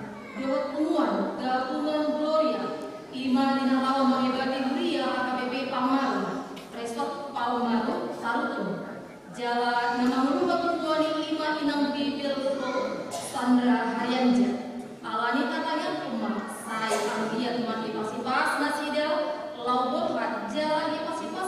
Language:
Batak Toba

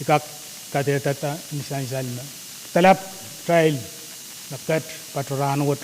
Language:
Pohnpeian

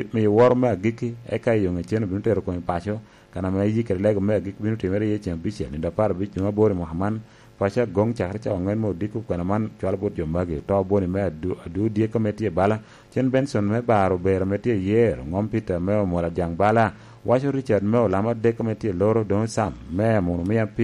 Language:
Lango (Uganda)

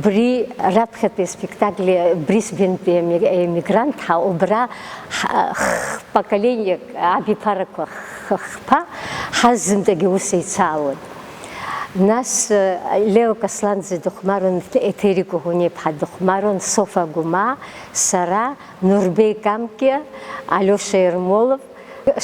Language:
Abkhazian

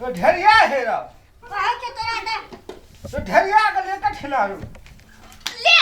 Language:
Maithili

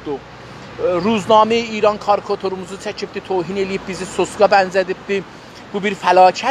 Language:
South Azerbaijani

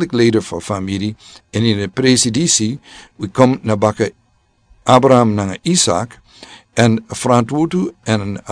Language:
Sranan Tongo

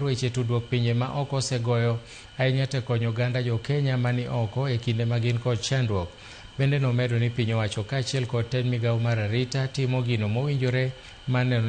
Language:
Luo (Kenya and Tanzania)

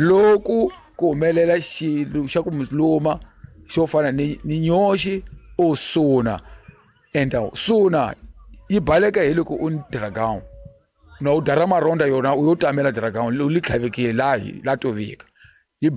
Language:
Tsonga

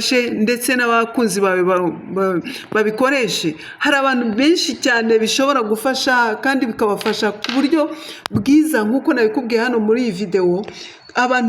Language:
Kinyarwanda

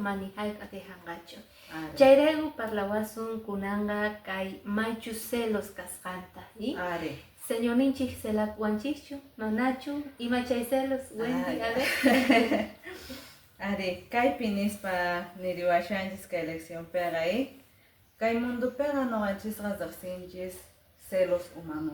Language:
Quechua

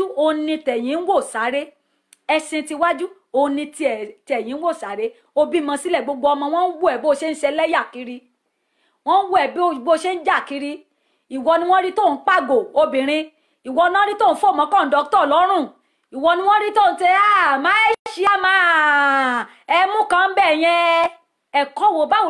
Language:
Yoruba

